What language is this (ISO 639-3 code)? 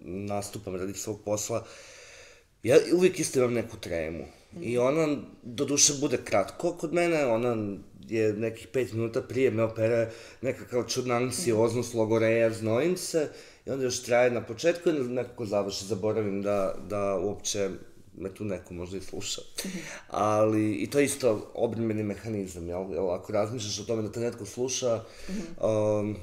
hrv